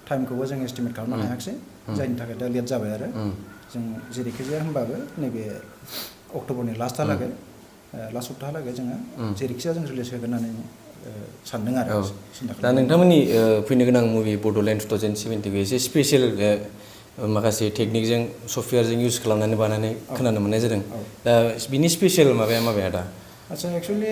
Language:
Bodo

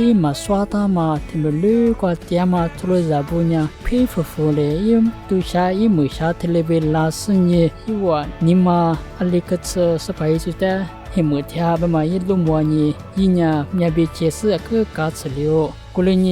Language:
Lisu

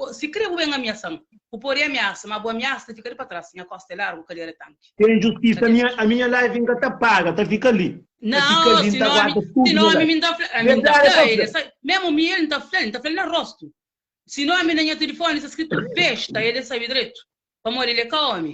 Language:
Kabuverdianu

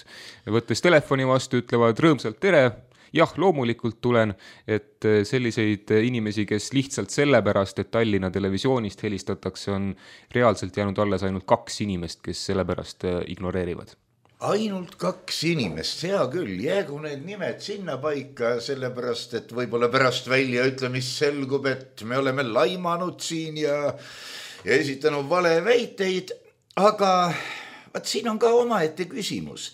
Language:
Estonian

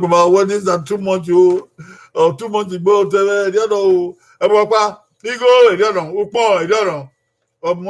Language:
Bini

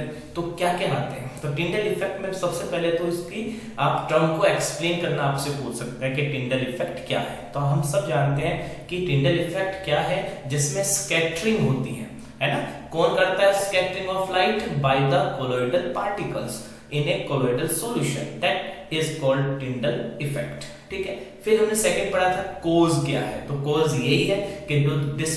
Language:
Hindi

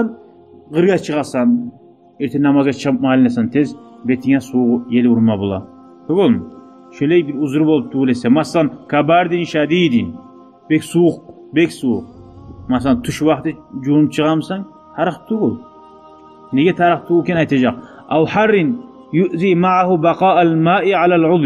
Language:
Kumyk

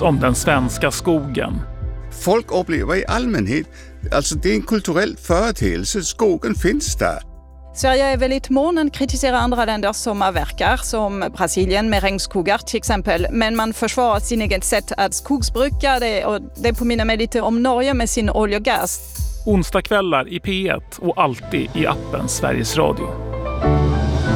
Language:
Swedish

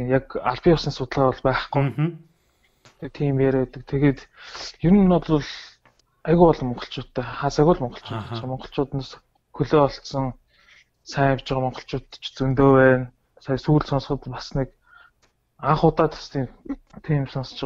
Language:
Mongolian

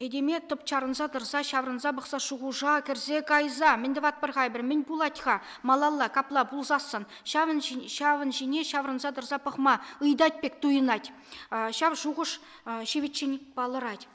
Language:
Chuvash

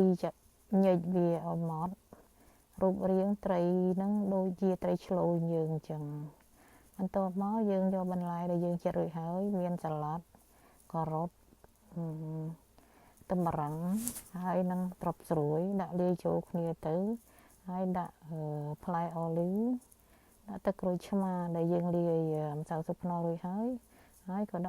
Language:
Khmer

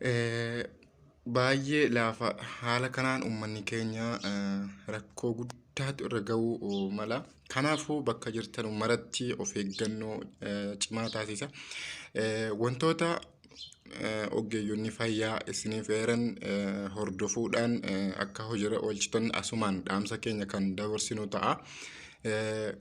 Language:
Oromo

